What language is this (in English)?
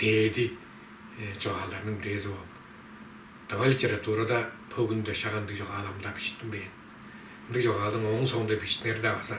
Tuvinian